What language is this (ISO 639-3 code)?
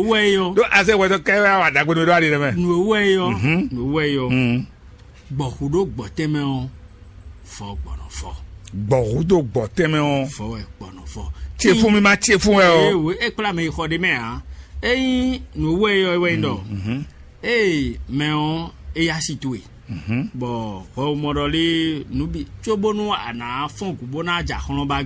fon